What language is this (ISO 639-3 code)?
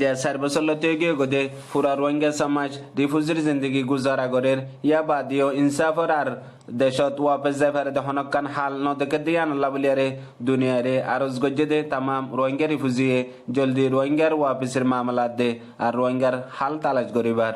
rhg